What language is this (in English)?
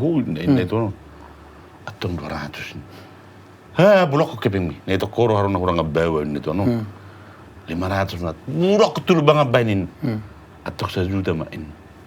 Batak Toba